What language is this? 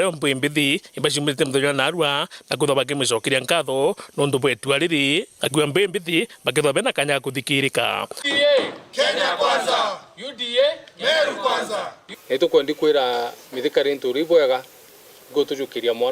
Meru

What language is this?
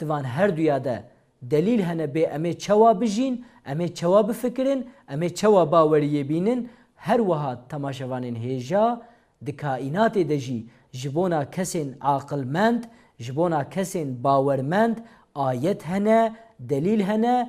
Kurdish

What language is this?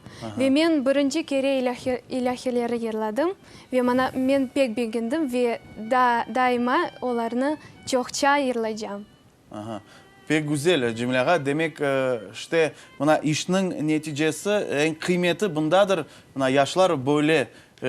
Crimean Tatar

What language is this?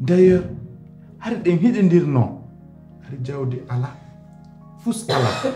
Pular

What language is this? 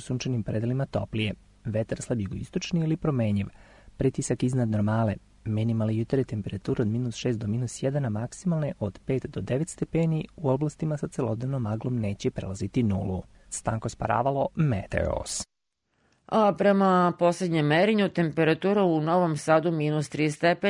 Serbian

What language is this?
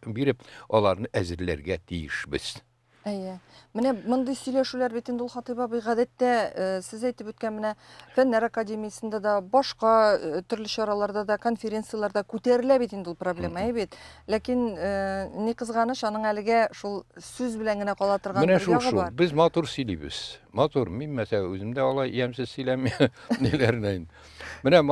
Tatar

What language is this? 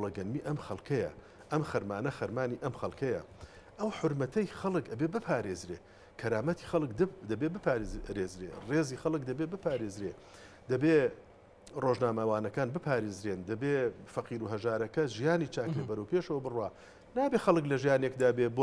Central Kurdish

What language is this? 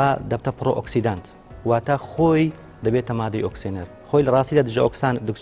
Central Kurdish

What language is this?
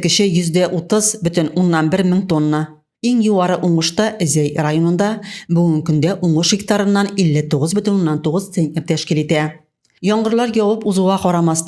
Tatar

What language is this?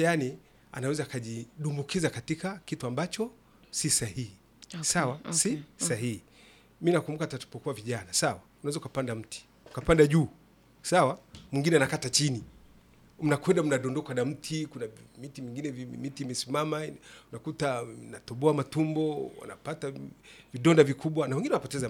Swahili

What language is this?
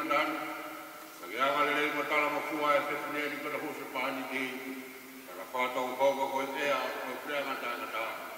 Tongan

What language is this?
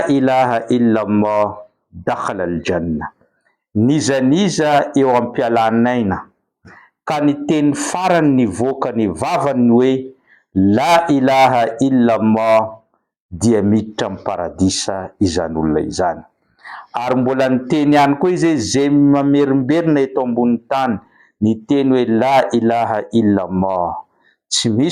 Malagasy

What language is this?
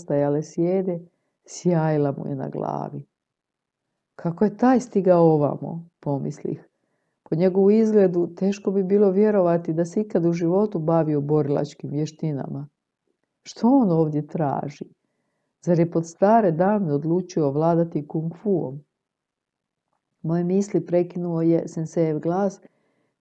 Croatian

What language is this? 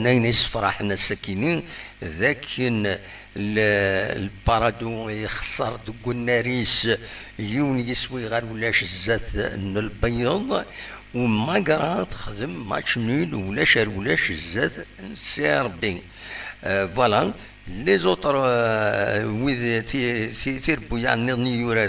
Kabyle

